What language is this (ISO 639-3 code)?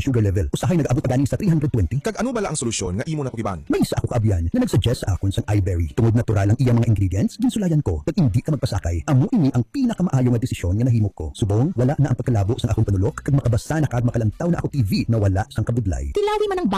hil